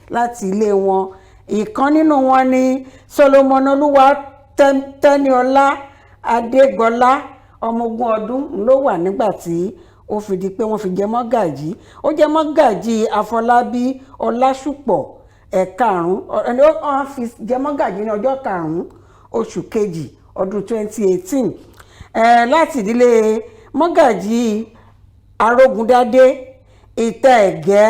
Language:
Yoruba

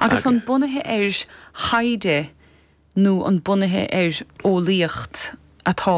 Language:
Irish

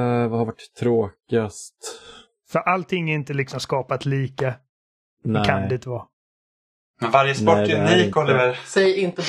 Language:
Swedish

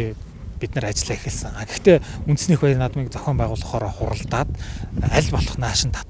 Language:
Mongolian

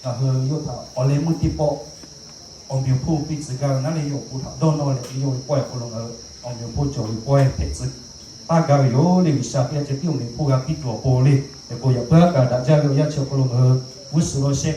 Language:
Lahu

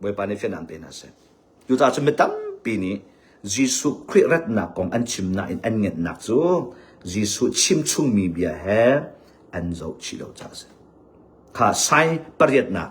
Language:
Hakha Chin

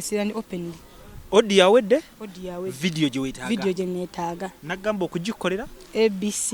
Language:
Ganda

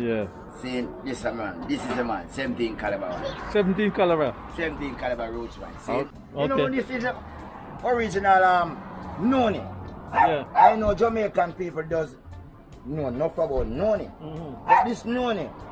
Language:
Jamaican Creole English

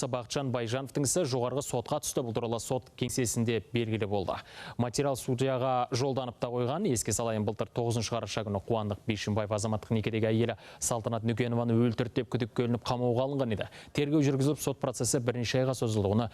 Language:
Kazakh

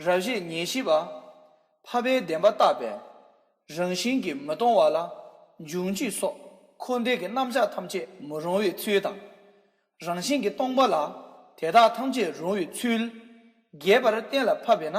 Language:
Tibetan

